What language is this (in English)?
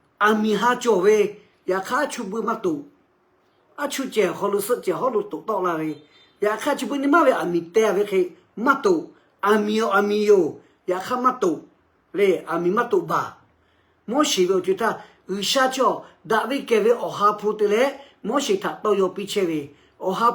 Lahu